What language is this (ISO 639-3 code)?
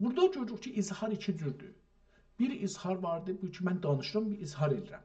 azb